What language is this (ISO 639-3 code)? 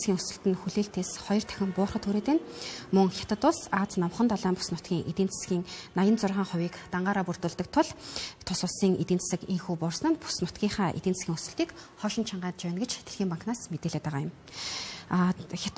mon